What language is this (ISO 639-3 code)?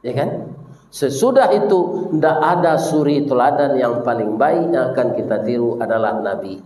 min